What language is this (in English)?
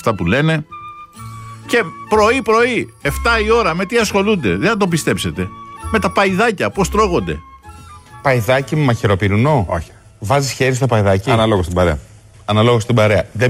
Greek